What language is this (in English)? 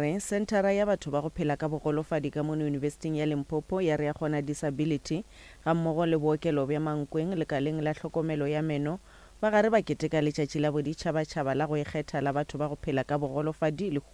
Northern Sotho